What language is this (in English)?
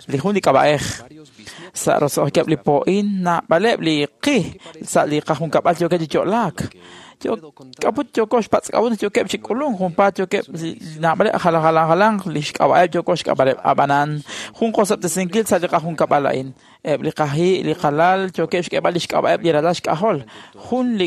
Kekchí